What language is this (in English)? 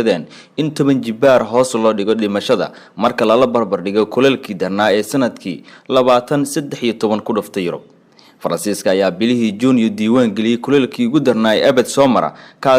Somali